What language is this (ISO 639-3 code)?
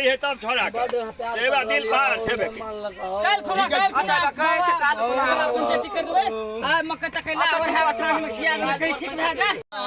mai